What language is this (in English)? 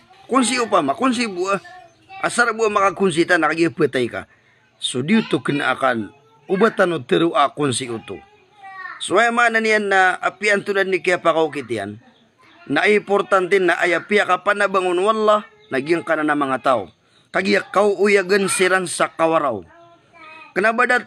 Maranao